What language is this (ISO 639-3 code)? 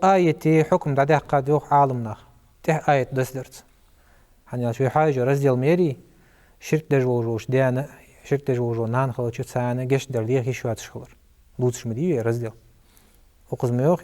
inh